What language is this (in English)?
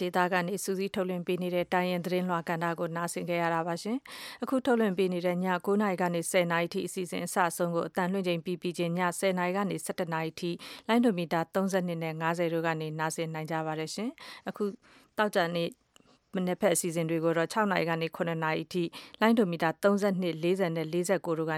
Burmese